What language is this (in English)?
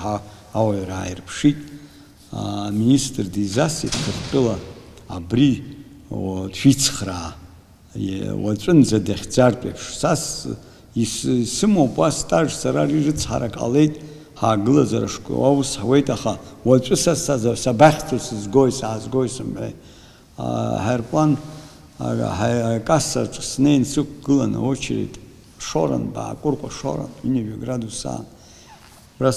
Abkhazian